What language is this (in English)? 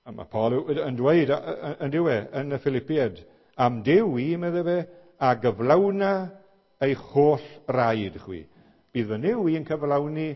Welsh